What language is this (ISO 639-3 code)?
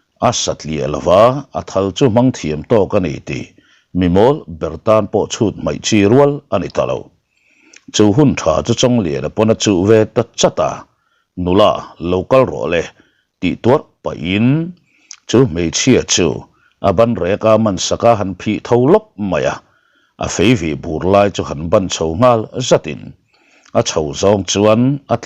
lus